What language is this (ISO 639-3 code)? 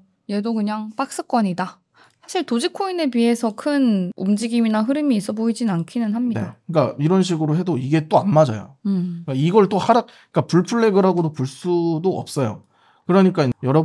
kor